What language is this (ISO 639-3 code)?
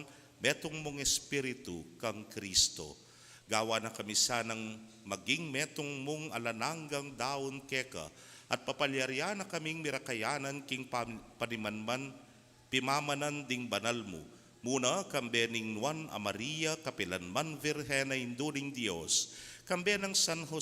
pam